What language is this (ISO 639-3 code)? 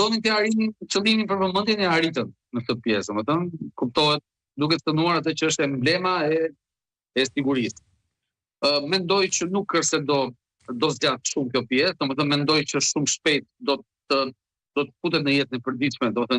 sqi